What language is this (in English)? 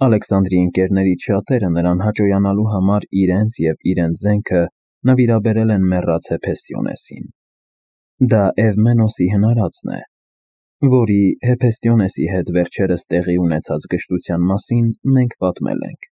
Armenian